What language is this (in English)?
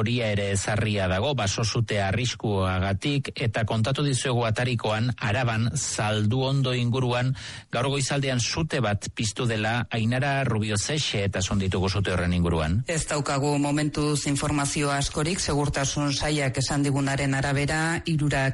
Basque